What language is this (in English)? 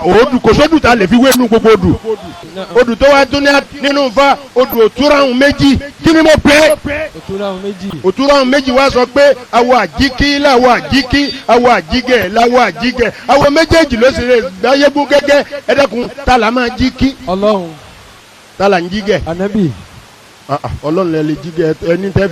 Yoruba